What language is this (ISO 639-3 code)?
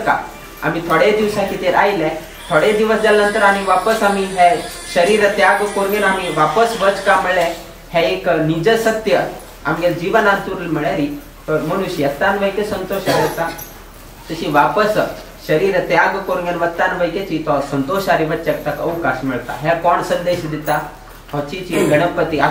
kok